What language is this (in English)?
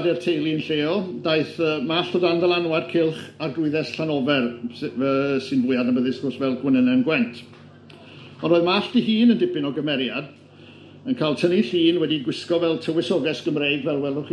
Welsh